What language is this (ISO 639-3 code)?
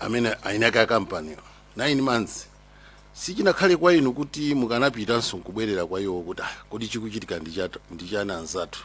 nya